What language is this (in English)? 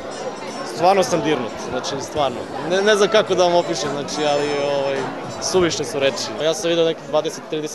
Serbian